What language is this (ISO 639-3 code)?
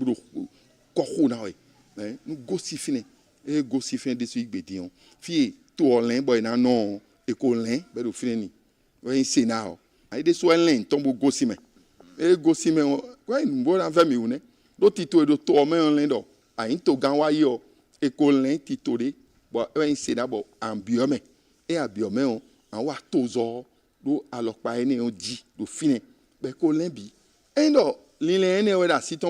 fon